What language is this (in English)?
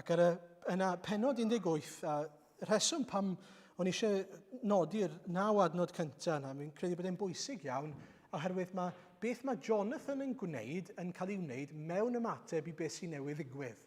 Welsh